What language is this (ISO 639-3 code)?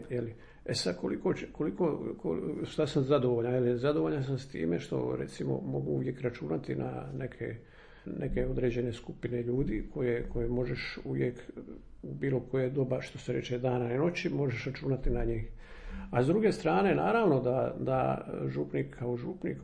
hrv